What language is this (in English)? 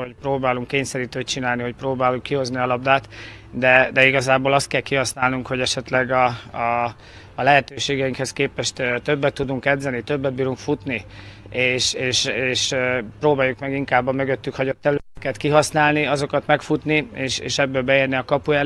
Hungarian